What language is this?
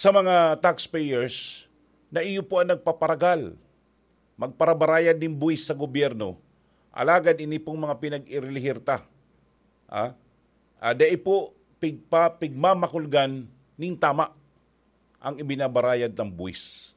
Bikol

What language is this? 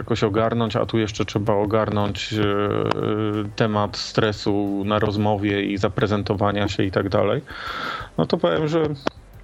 Polish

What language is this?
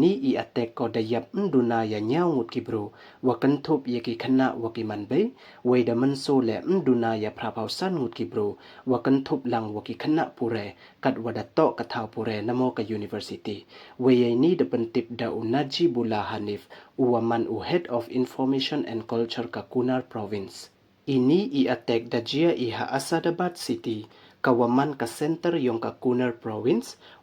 Pnar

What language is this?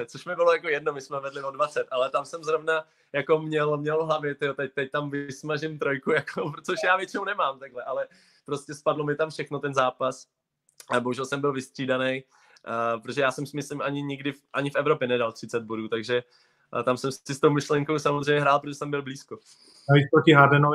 Czech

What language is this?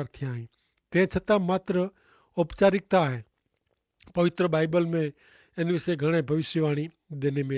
Kachhi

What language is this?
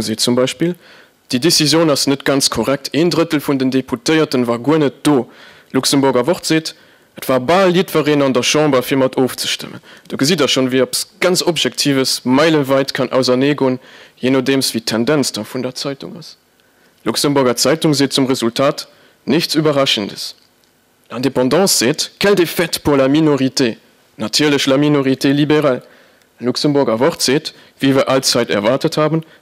Luxembourgish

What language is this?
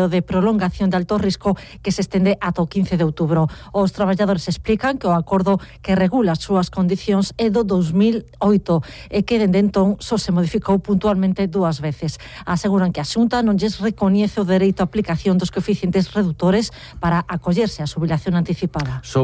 Galician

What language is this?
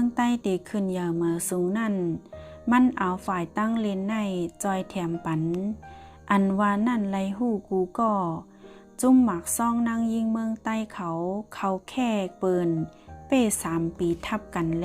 Shan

